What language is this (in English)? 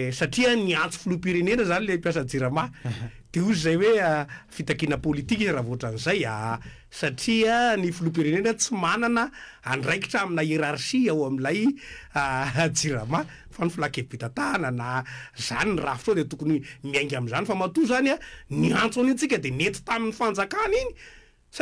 Malagasy